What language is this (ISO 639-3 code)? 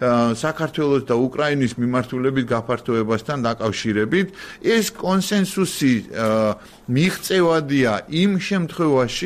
kat